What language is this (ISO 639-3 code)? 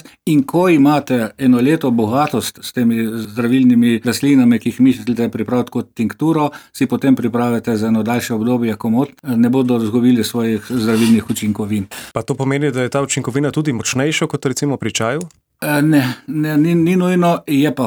slv